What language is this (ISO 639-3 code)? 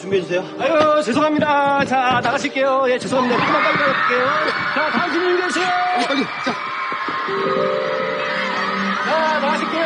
kor